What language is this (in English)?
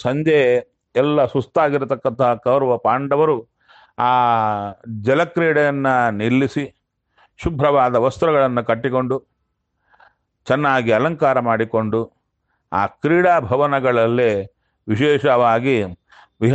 Kannada